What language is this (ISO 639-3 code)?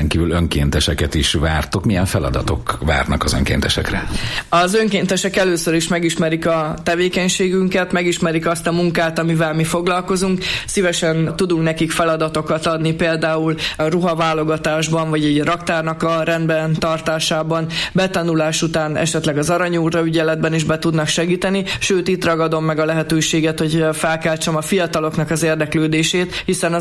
hun